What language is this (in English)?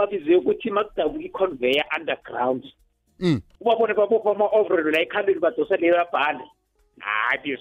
South Ndebele